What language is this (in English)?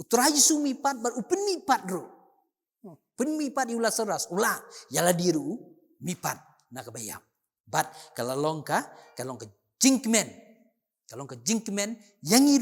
Khasi